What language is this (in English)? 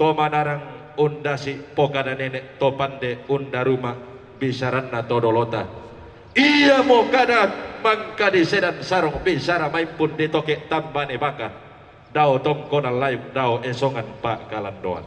Toraja-Sa'dan